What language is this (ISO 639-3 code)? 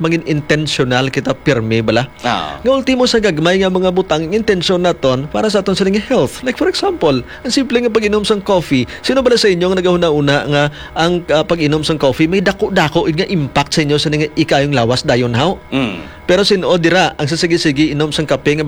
hil